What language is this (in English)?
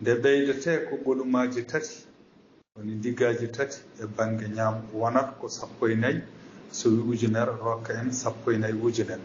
Fula